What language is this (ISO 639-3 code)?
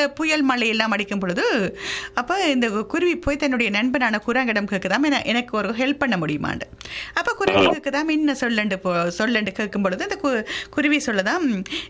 tam